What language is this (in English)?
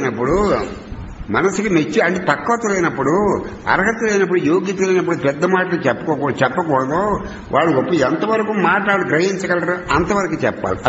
Telugu